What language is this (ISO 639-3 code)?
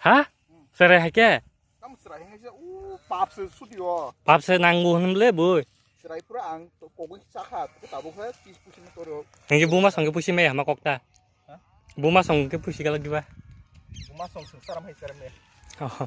trp